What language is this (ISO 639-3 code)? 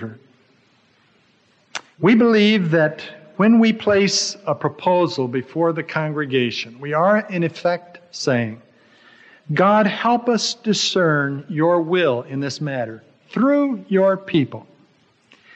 eng